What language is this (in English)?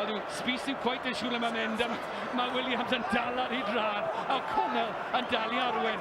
Welsh